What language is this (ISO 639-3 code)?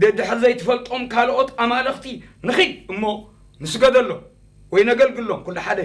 tir